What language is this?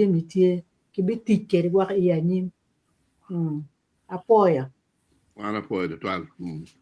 Acoli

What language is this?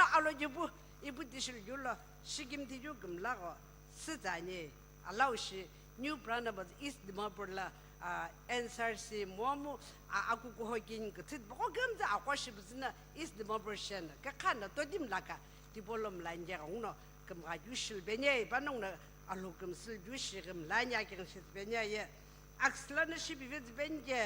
Sumi Naga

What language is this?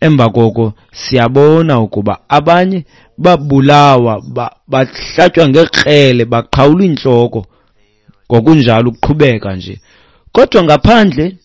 Xhosa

